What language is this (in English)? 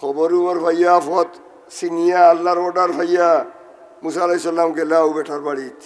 Sylheti